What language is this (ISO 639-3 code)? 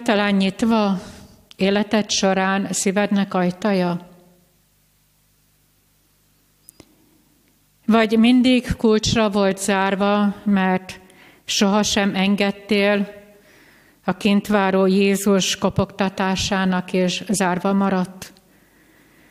hun